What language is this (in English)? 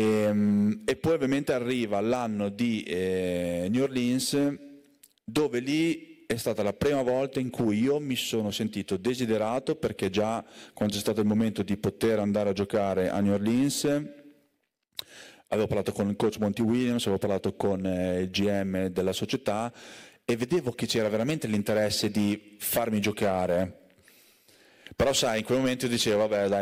Italian